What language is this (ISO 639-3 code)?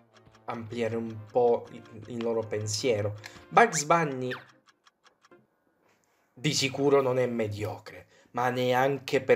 ita